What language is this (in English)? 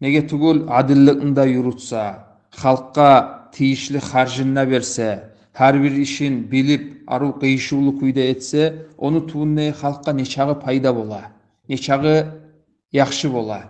Kumyk